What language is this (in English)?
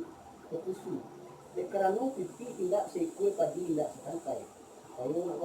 Minangkabau